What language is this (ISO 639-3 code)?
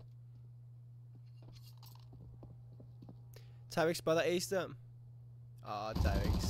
dan